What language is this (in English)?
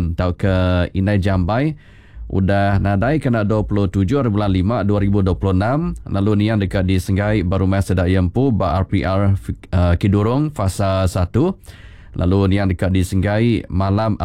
Iban